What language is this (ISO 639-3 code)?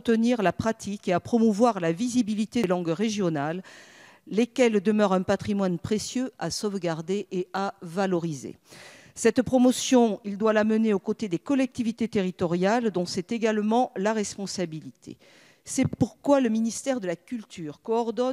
fra